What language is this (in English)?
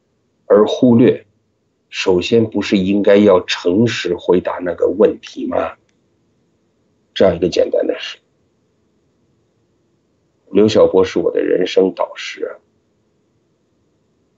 Chinese